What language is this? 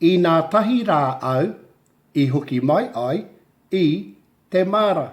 Māori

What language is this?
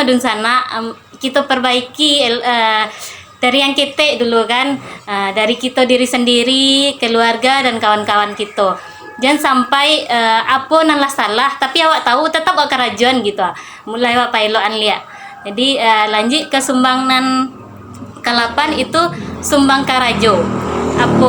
Minangkabau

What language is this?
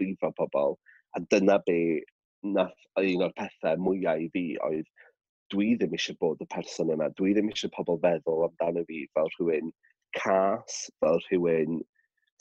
Welsh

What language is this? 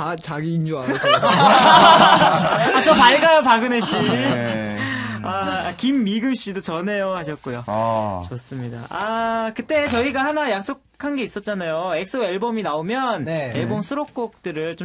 Korean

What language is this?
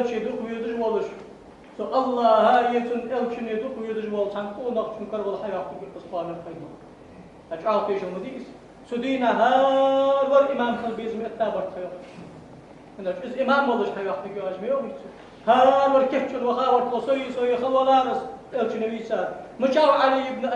Ingush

